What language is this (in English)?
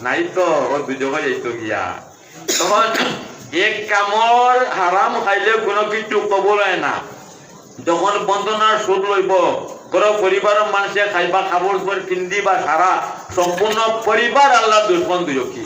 Sylheti